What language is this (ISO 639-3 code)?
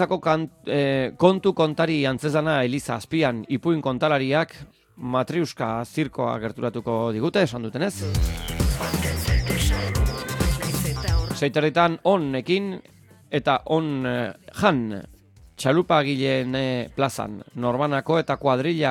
eus